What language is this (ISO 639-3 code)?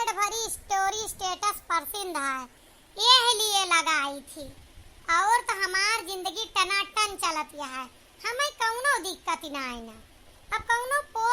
awa